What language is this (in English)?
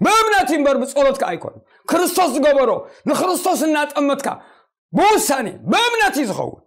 Tigrinya